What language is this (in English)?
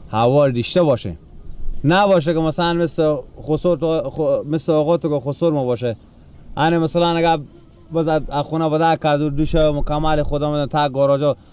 Persian